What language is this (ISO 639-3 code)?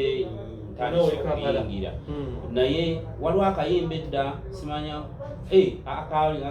lug